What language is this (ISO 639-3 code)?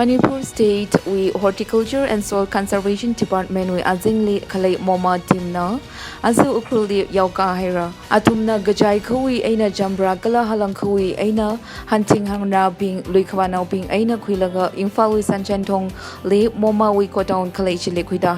nmf